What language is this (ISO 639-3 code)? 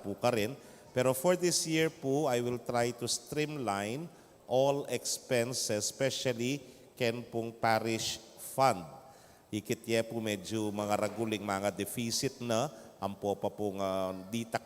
pam